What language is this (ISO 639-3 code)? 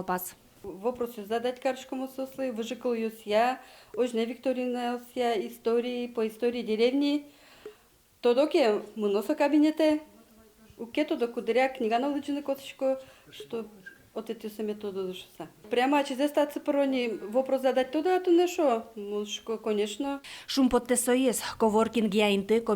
udm